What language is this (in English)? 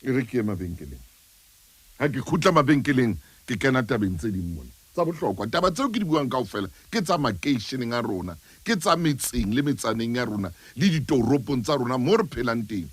Southern Sotho